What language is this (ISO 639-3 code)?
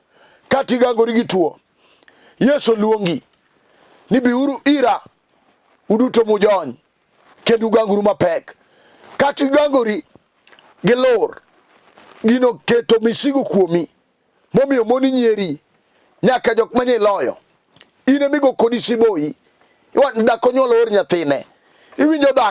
luo